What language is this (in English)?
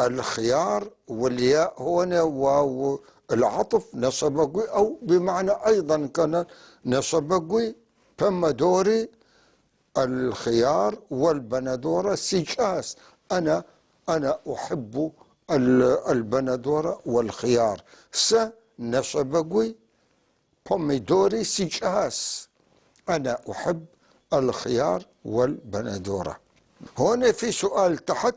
North Levantine Arabic